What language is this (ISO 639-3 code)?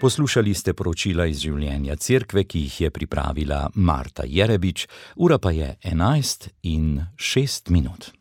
slv